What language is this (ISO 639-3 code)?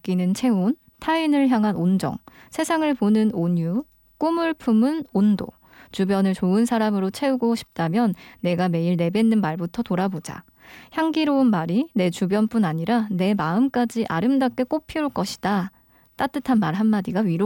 kor